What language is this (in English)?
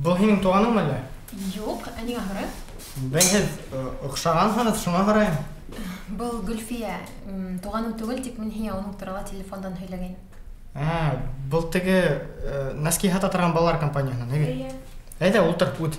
Bashkir